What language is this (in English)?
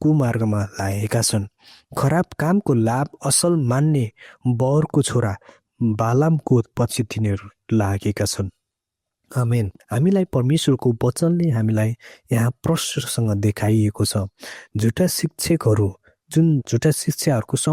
Nepali